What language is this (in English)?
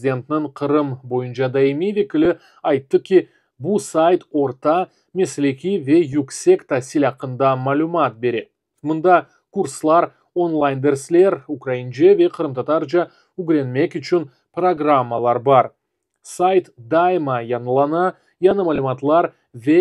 Crimean Tatar